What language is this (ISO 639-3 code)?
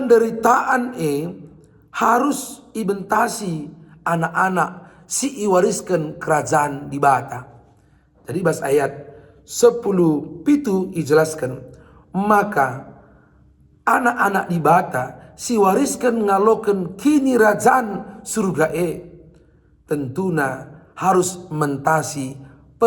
btx